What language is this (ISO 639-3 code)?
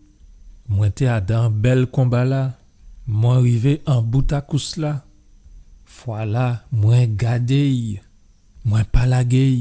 gcf